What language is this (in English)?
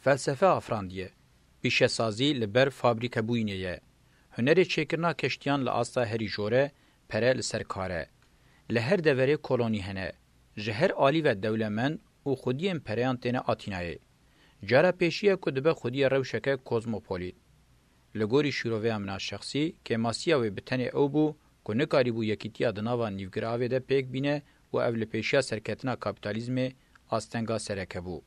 Kurdish